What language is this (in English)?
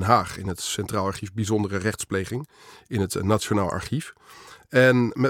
Dutch